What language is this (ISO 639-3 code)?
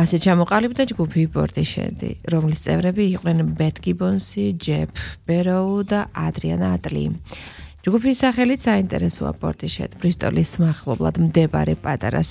kat